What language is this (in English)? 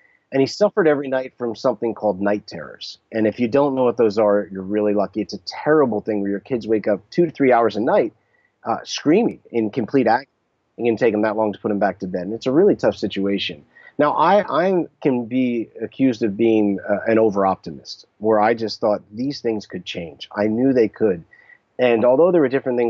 English